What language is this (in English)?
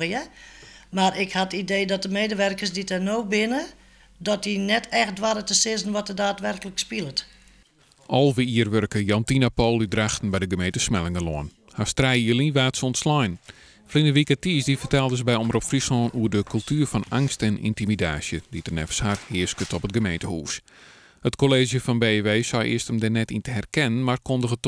Western Frisian